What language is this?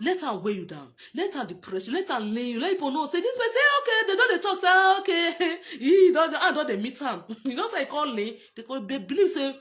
Nigerian Pidgin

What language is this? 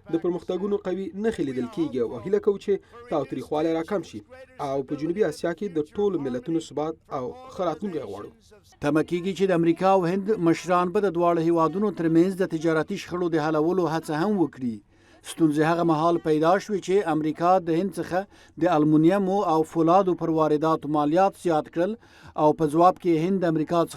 Pashto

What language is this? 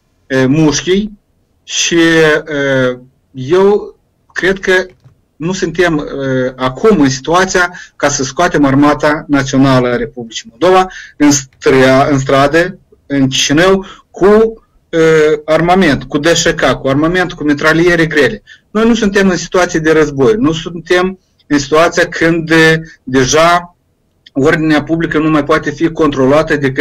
Romanian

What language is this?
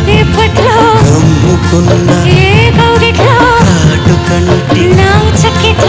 Telugu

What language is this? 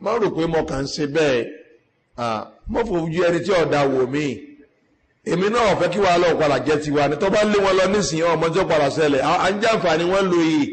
Yoruba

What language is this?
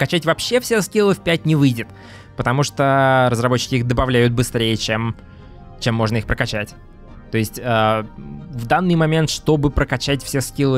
Russian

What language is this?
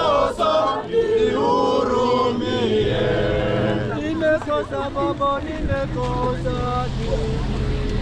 Swahili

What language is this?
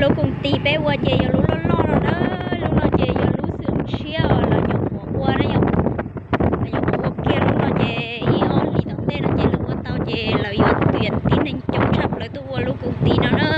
Hmong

